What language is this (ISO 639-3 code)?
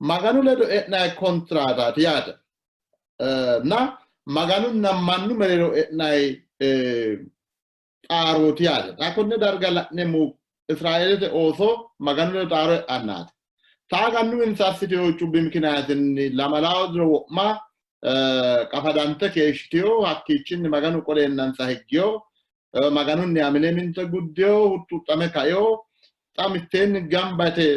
sid